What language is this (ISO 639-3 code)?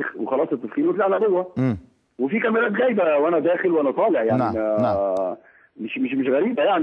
arz